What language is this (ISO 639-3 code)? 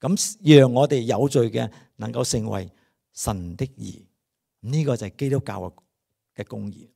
yue